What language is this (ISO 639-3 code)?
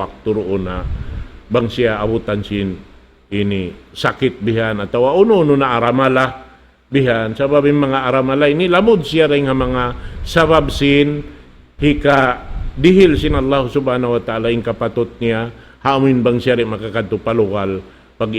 tsg